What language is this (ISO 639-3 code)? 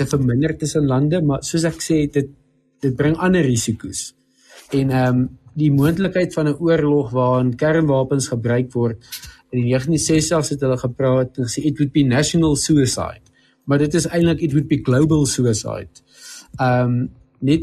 afr